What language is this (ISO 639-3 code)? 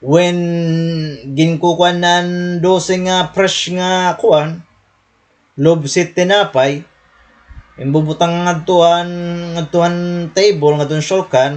war